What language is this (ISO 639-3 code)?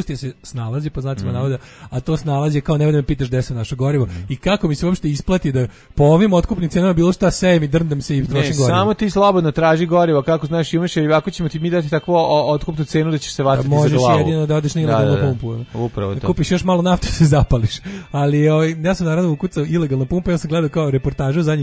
srp